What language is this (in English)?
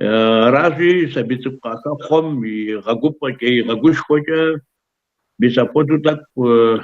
Kabardian